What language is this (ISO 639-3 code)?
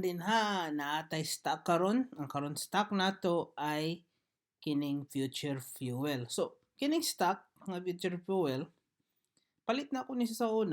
ceb